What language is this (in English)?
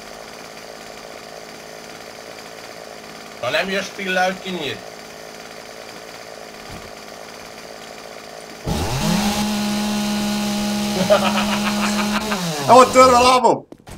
Hungarian